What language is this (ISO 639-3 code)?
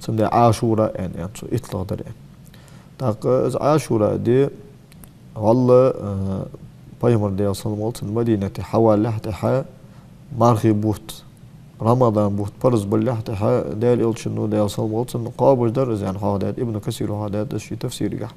inh